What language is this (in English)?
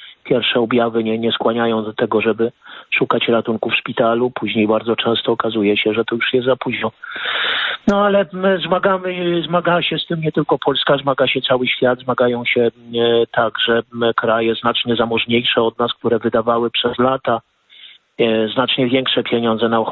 Polish